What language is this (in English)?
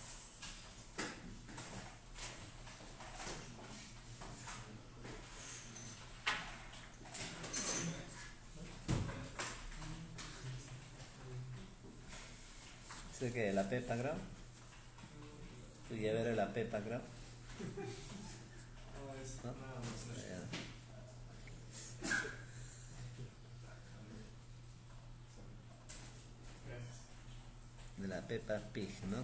Spanish